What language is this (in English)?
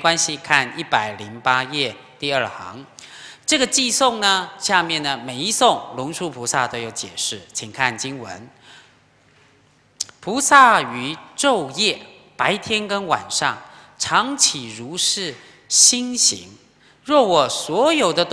Chinese